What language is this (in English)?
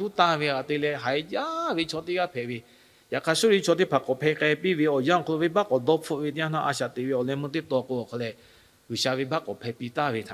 Lahu